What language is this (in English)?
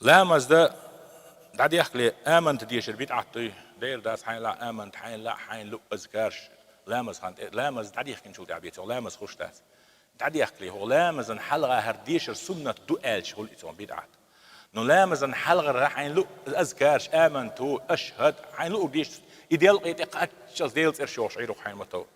Chechen